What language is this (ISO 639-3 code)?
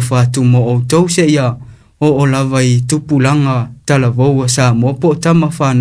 smo